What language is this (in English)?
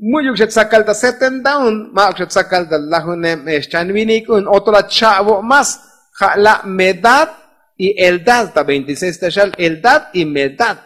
Tzotzil